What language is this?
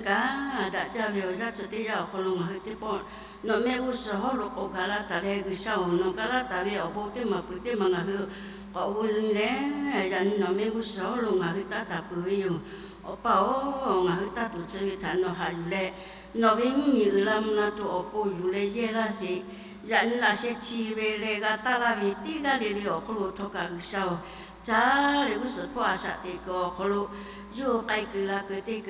Lahu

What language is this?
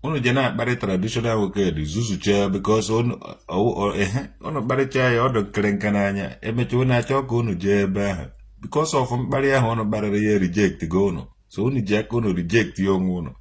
Igbo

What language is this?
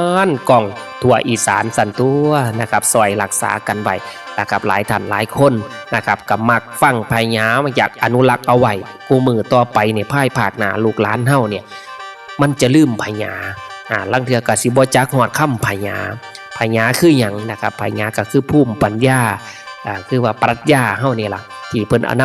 Northeastern Thai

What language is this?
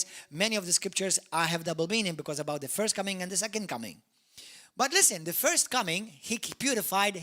English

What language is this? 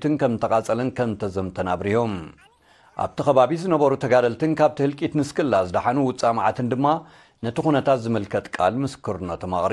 Tigrinya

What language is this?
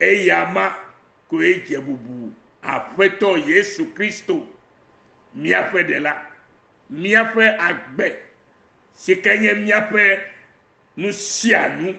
Ewe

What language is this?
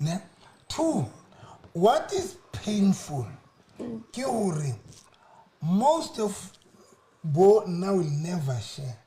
Southern Sotho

